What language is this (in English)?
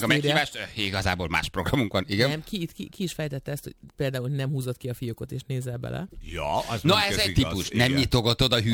Hungarian